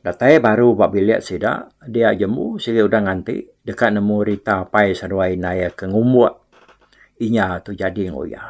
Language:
Iban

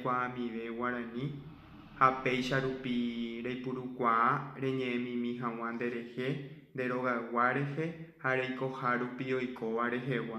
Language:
Guarani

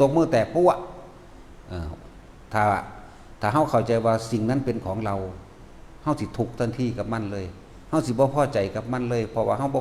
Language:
Northeastern Thai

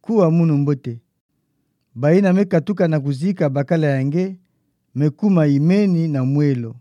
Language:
Kituba (Democratic Republic of Congo)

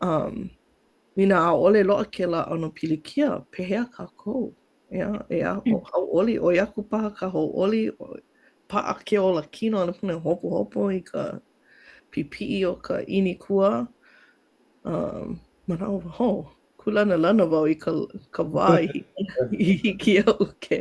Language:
Hawaiian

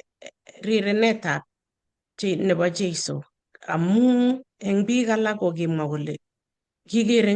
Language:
Kalenjin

